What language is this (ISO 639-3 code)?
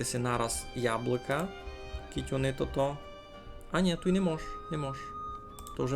rue